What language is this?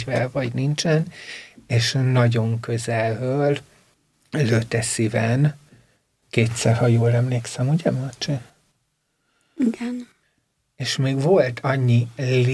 Hungarian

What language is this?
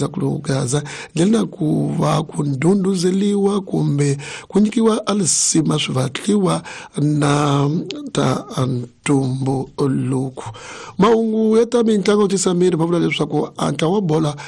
Tsonga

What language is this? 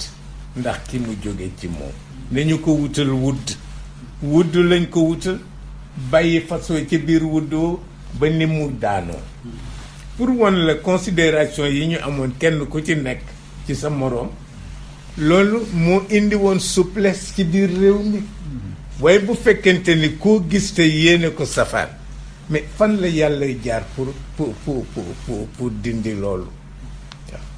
Wolof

